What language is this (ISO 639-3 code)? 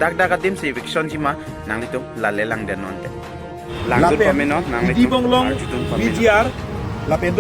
mjw